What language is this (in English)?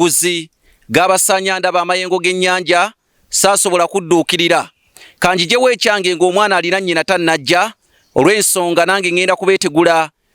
Ganda